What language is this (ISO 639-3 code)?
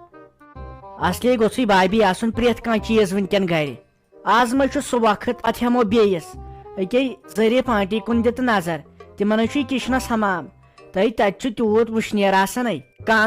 kas